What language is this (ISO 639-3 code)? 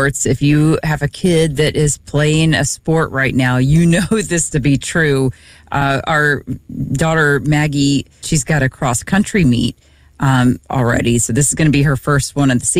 eng